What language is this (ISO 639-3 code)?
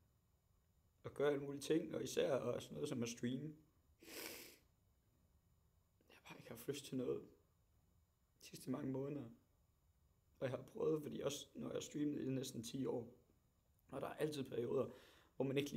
dan